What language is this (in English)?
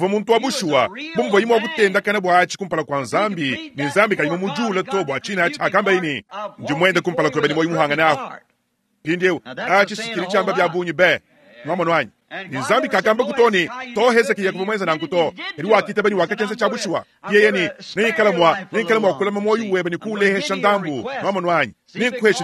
Luba-Lulua